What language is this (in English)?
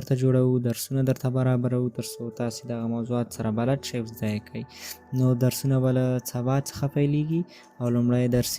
Pashto